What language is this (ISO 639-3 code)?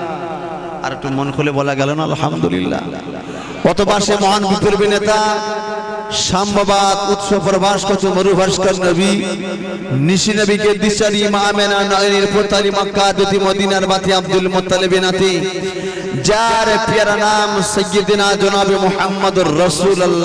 ben